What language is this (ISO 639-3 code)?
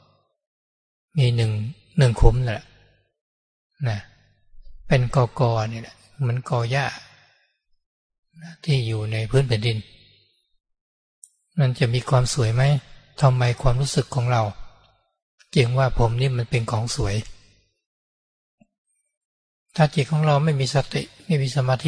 tha